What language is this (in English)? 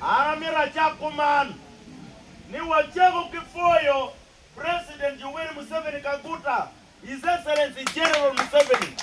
Acoli